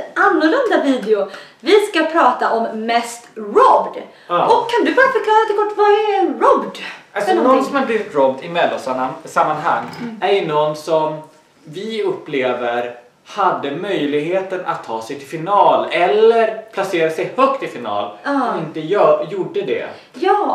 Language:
Swedish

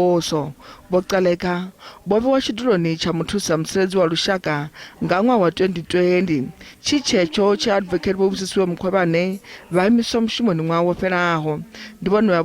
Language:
Venda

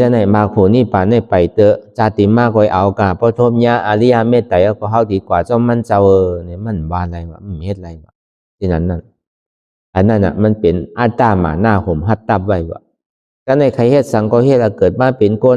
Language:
Shan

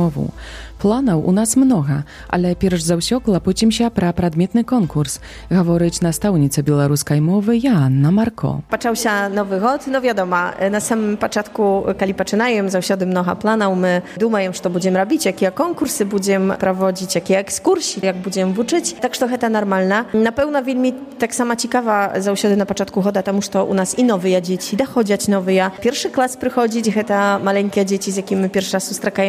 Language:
Polish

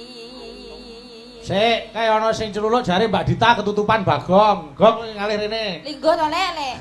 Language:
Javanese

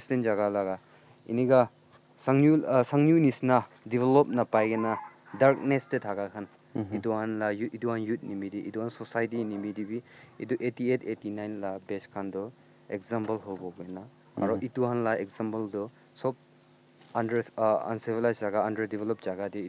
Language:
Naga Pidgin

